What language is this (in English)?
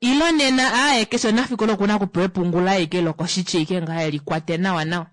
Kuanyama